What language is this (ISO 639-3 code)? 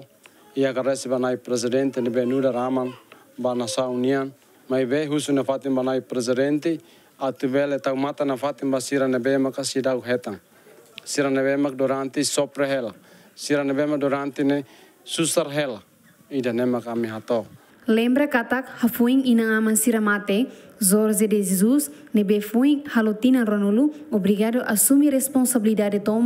tet